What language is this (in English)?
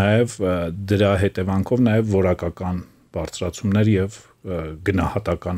Armenian